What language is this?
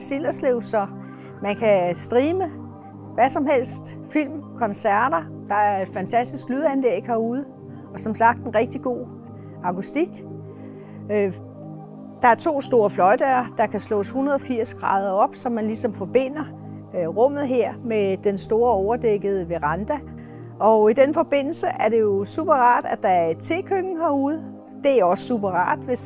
Danish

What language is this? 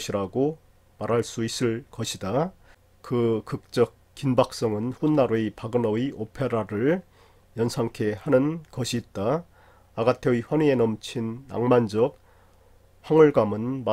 Korean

